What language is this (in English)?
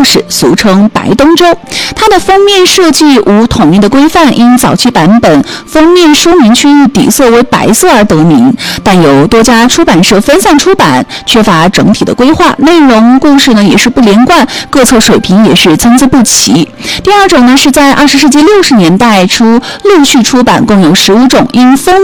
Chinese